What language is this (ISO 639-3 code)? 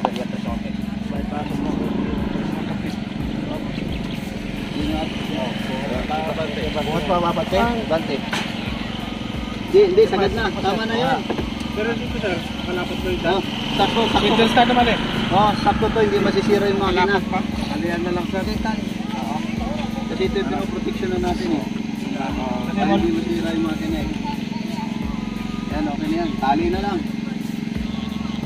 fil